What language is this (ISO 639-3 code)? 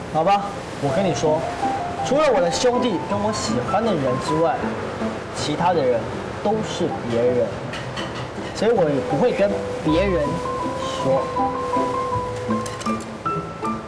nan